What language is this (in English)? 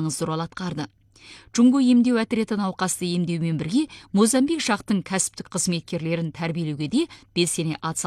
Kazakh